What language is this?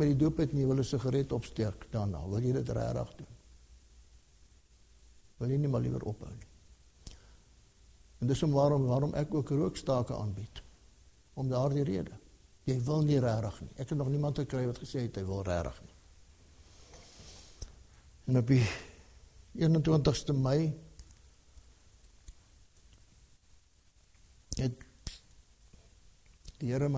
Afrikaans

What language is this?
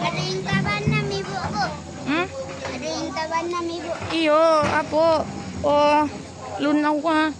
Minangkabau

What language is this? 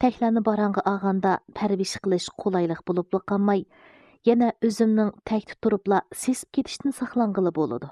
Uyghur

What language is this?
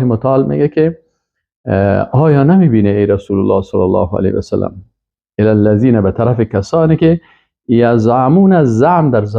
Persian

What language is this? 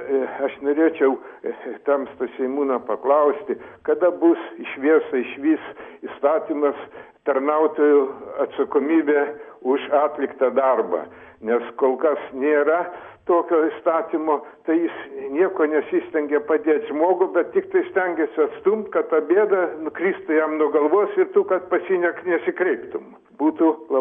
Lithuanian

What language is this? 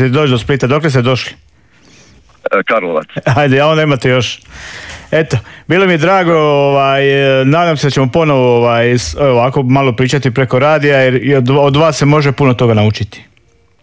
Croatian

